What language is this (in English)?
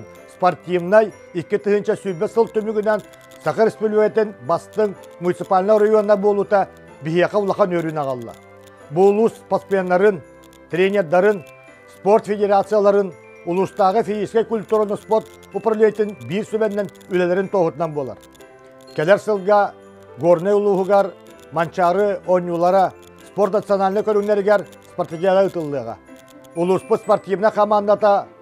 Yakut